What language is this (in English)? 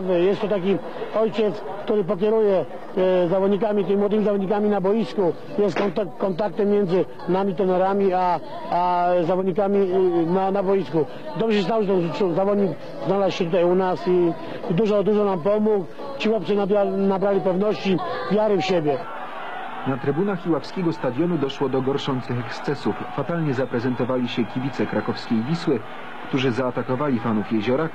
Polish